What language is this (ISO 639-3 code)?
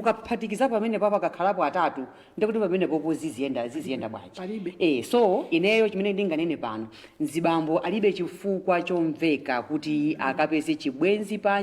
nya